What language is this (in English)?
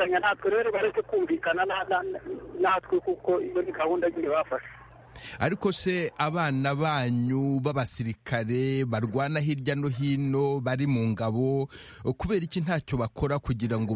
Kinyarwanda